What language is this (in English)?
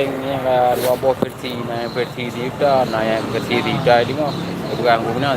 Achinese